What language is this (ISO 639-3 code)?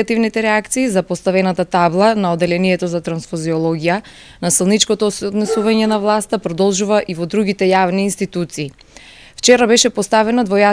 mkd